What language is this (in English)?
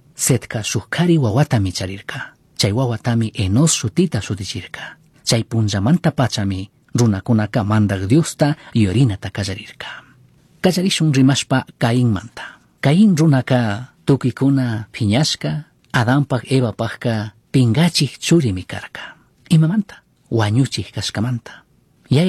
Chimborazo Highland Quichua